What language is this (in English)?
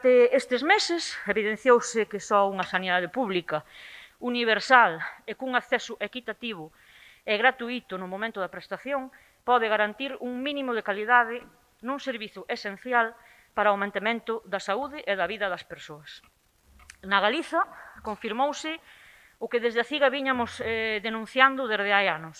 Galician